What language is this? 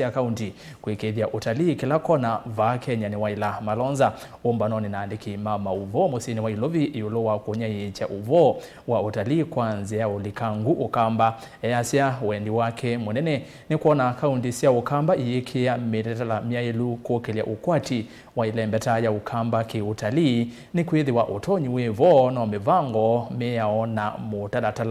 Kamba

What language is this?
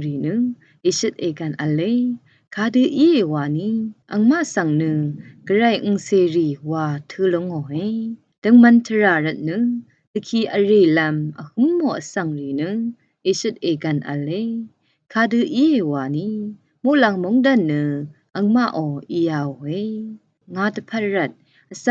Rawang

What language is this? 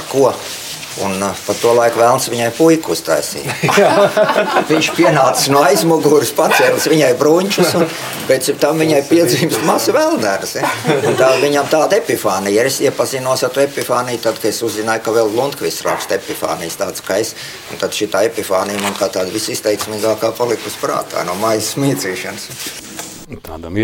Latvian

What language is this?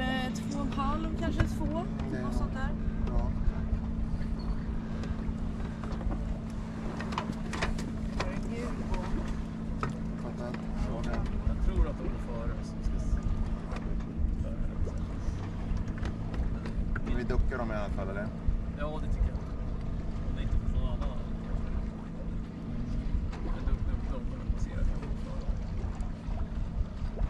Swedish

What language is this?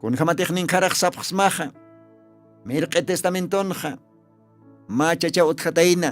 Aymara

